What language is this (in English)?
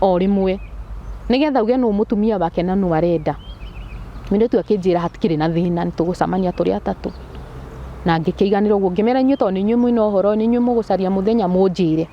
Kikuyu